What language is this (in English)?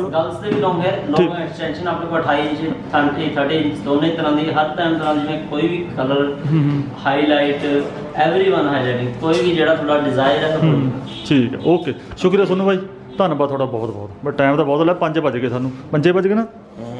Punjabi